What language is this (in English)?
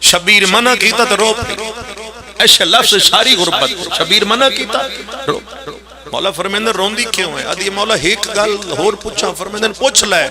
Pahari-Potwari